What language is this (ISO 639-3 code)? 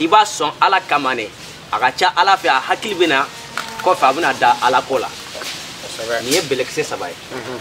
bam